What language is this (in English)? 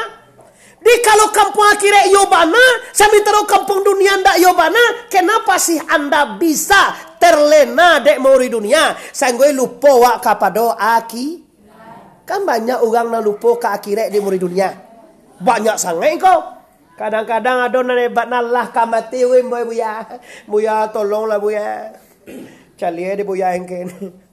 Minangkabau